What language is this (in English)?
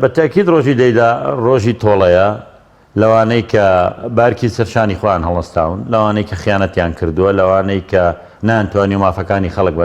Central Kurdish